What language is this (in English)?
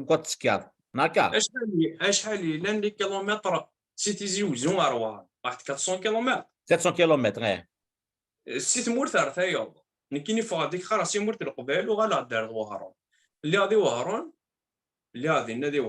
Kabyle